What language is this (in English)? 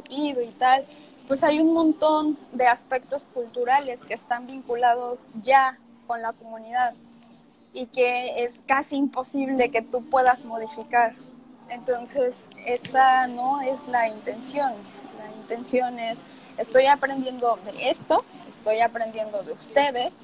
Spanish